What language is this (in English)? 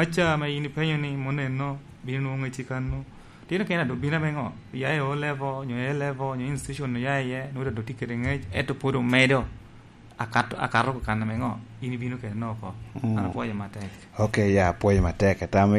Lango (Uganda)